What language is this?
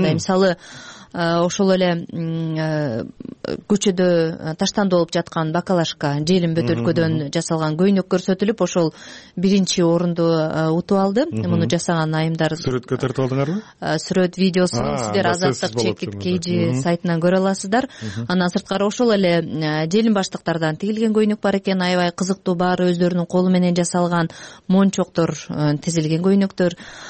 Kyrgyz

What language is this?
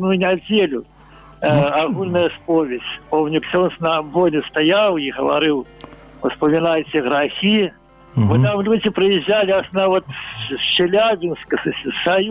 Belarusian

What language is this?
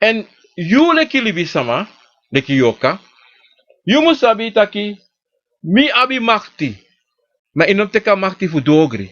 Sranan Tongo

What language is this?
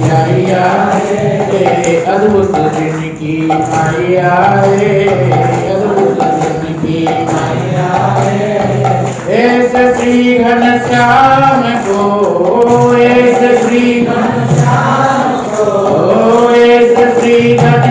Odia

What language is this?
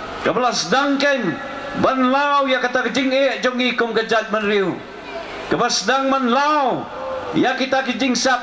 Khasi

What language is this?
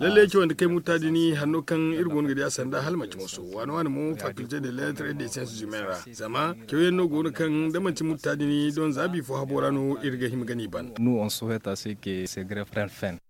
Zarma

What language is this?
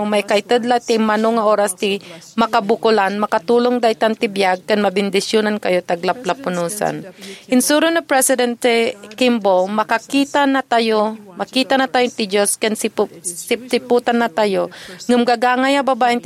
Iloko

